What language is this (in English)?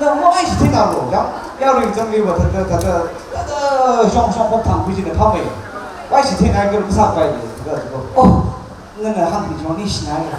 Tangkhul Naga (India)